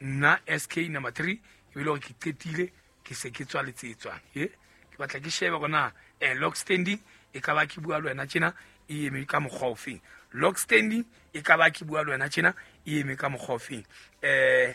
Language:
Southern Sotho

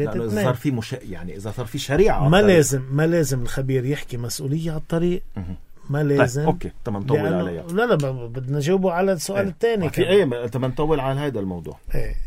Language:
North Levantine Arabic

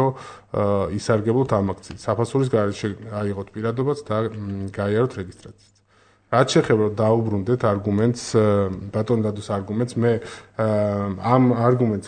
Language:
Georgian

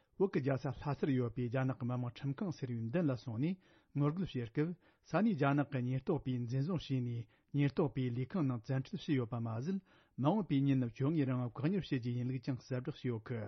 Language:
Tibetan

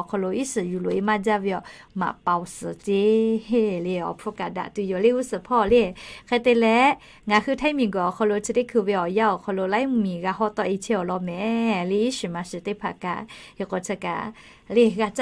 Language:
Lahu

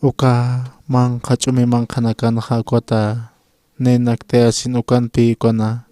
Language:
Aymara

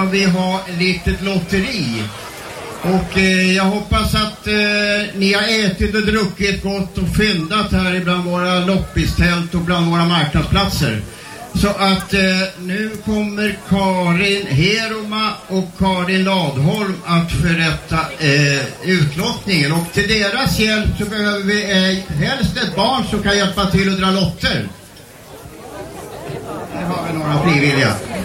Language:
Swedish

